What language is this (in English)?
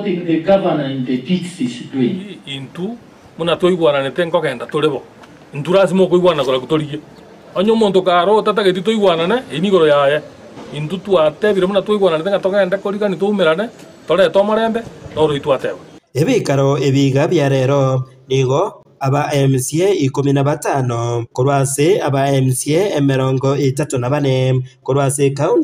Gusii